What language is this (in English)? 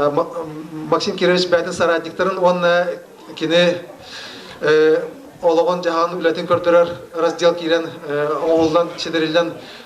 Yakut